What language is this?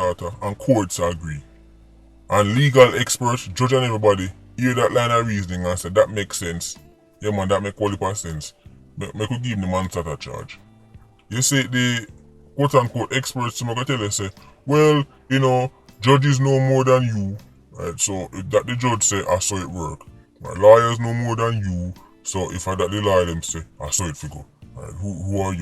Jamaican Creole English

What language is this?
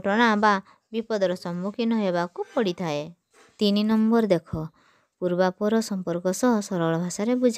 Odia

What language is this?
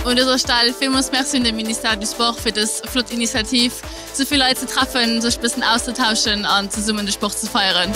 Luxembourgish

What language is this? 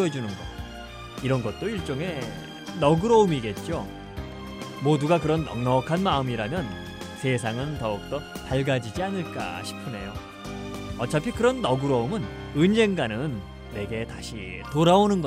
Korean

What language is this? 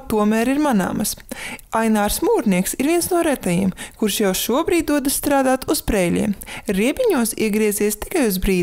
Latvian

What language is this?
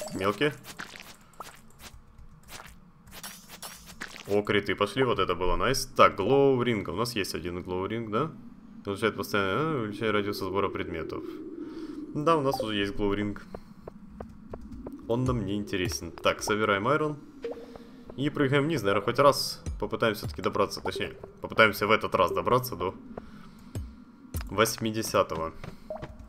Russian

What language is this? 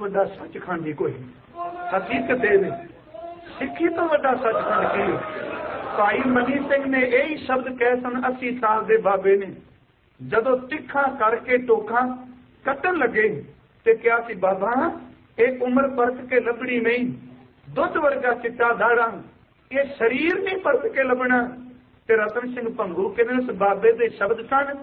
Punjabi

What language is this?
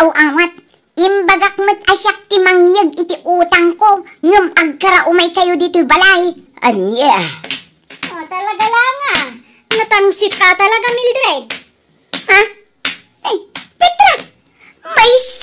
Iloko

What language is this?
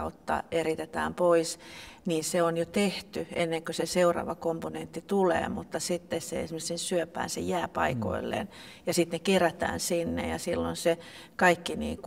Finnish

